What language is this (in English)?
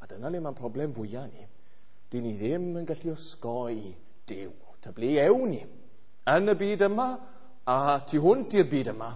Welsh